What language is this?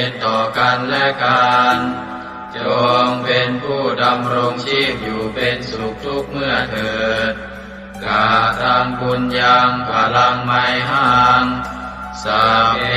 Pali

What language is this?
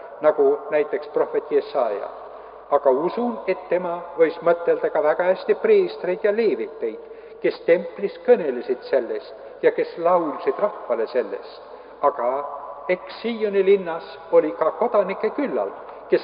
Estonian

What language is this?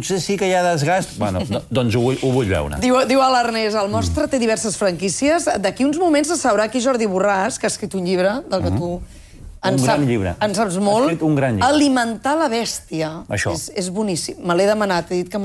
Catalan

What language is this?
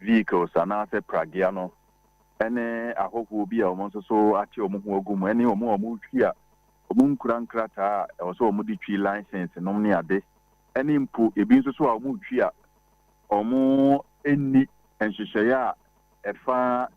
Akan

